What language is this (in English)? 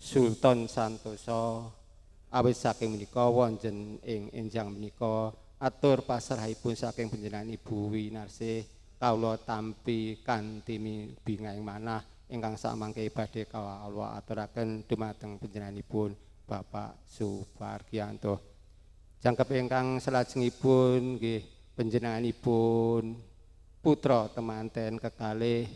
Javanese